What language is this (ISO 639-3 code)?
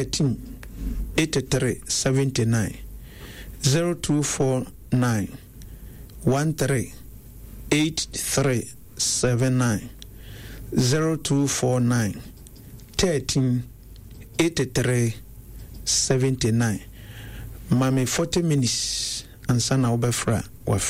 aka